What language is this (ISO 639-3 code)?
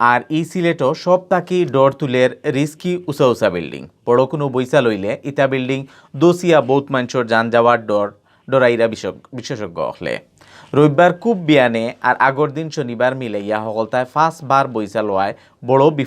syl